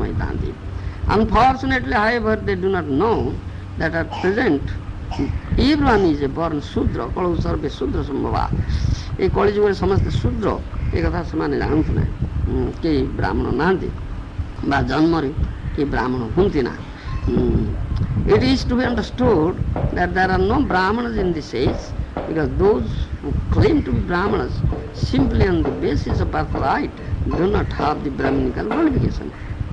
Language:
Odia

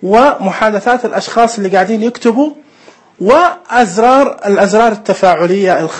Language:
Najdi Arabic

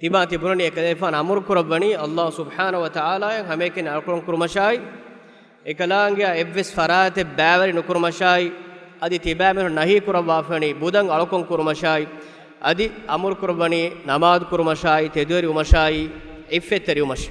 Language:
Divehi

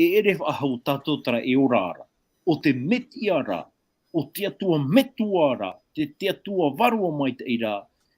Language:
Tahitian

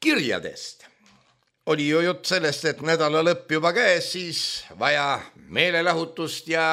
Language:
Estonian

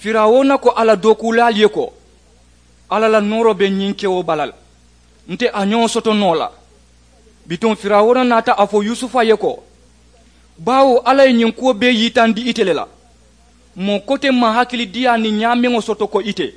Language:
Mandingo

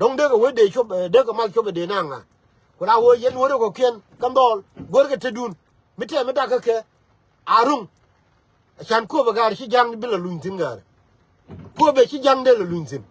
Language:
Nuer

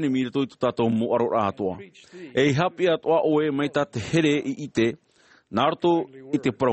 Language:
Tahitian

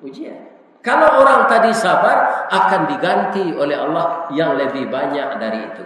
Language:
Minangkabau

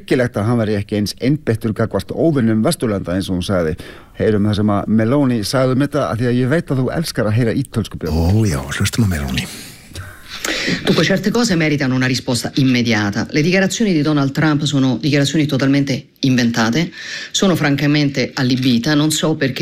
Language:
Icelandic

